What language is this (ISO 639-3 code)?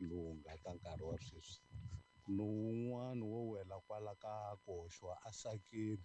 tso